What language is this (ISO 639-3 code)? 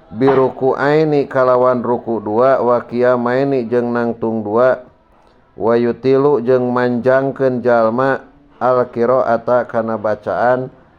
sun